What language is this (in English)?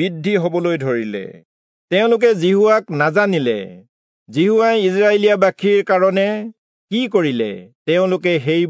Assamese